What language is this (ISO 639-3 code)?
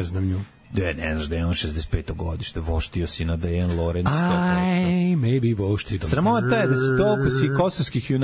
srp